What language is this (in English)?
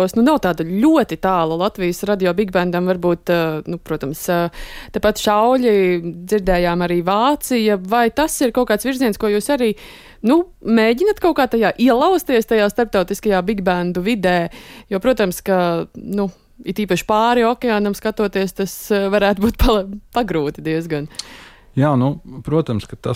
Latvian